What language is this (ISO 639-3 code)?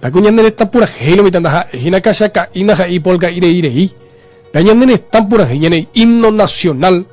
grn